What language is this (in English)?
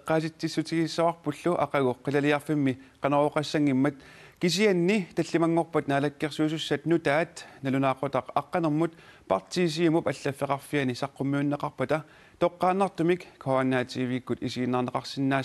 Kalaallisut